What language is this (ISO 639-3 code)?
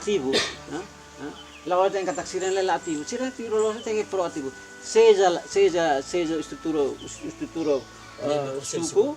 tet